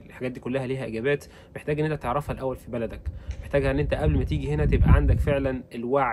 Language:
Egyptian Arabic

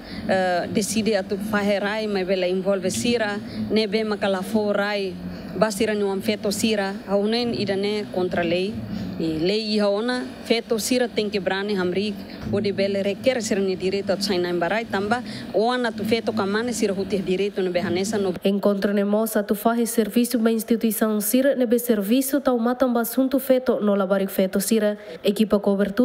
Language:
Tetum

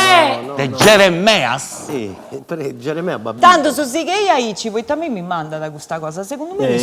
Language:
Sardinian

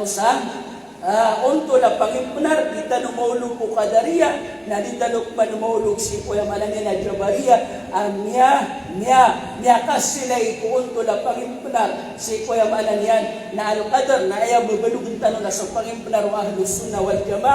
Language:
Maranao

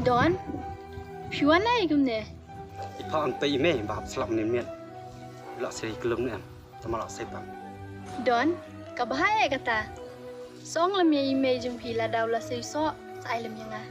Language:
Khasi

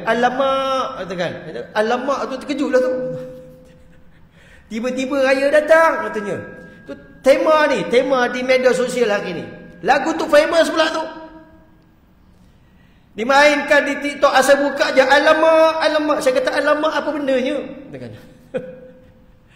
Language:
Malay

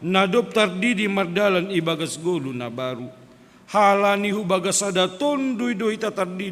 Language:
Batak Simalungun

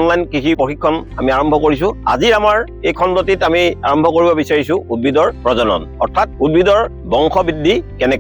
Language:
Assamese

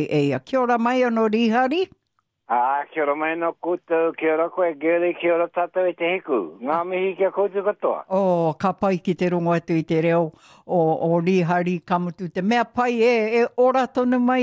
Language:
Māori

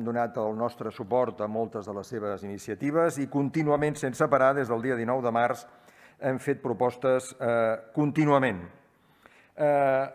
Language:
Catalan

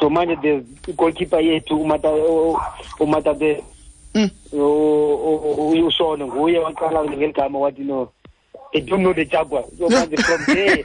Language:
Xhosa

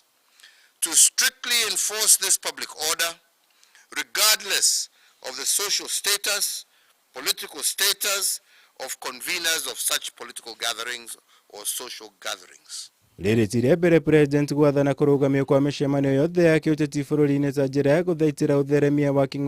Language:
Kikuyu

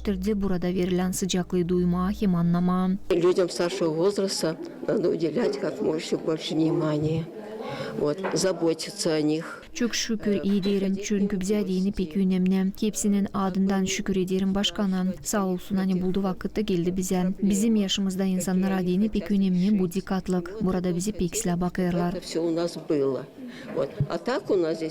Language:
Gagauz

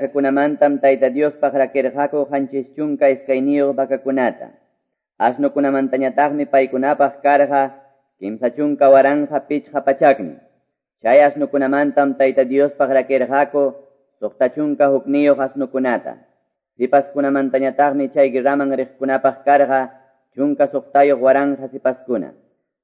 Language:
Quechua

